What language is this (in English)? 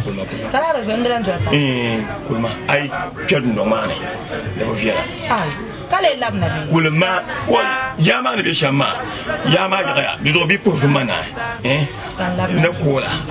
Dagbani